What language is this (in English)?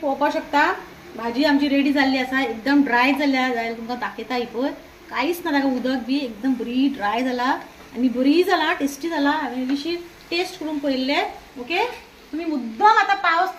Konkani